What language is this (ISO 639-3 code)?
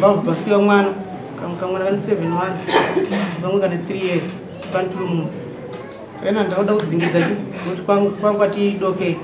sna